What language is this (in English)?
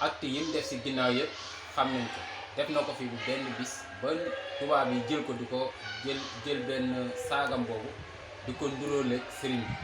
Wolof